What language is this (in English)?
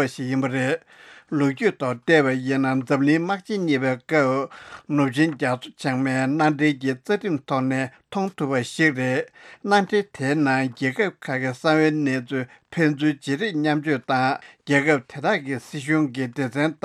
Tibetan